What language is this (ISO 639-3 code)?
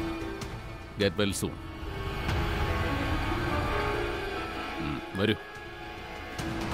mal